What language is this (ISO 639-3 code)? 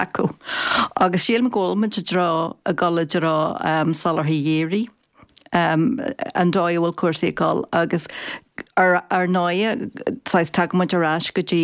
gle